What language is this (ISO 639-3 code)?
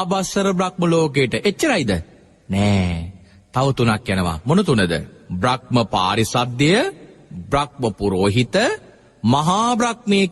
sin